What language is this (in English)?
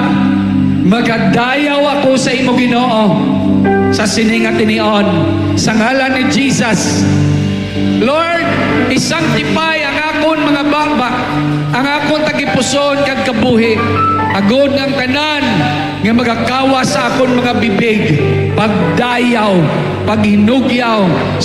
Hiligaynon